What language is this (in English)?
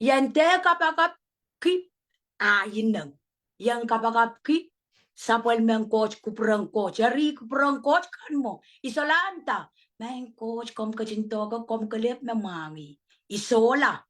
Pohnpeian